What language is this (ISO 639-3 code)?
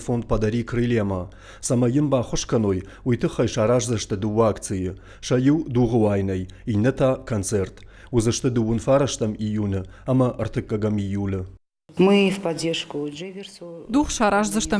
oss